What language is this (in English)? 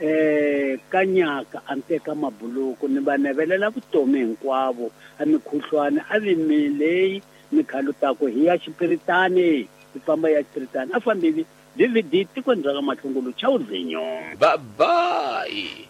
Tsonga